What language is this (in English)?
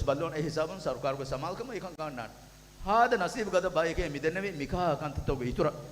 Divehi